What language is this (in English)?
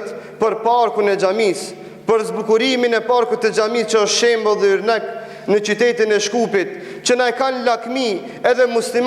Albanian